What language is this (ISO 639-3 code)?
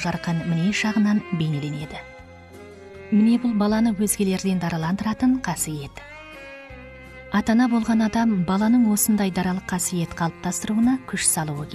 kaz